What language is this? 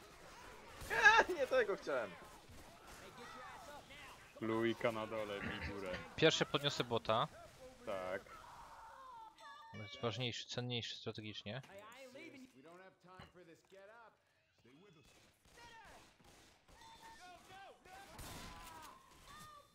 Polish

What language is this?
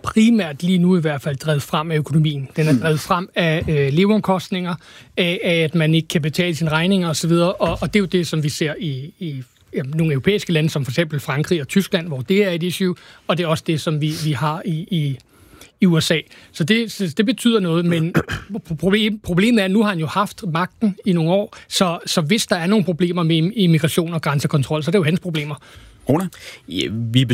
Danish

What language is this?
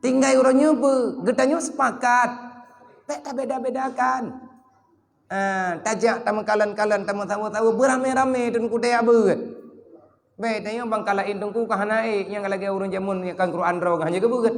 Achinese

